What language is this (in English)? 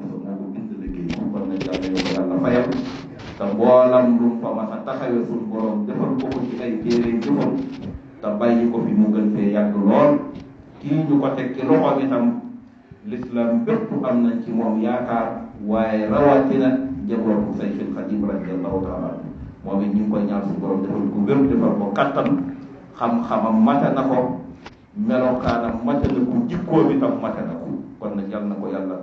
Wolof